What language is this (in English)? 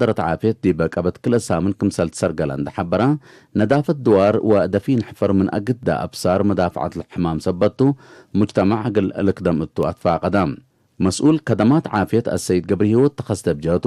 Tigre